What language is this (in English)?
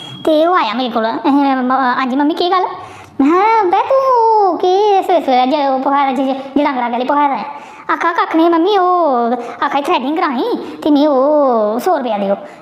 Dogri